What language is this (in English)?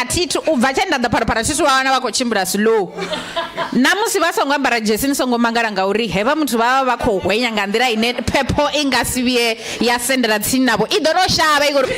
Venda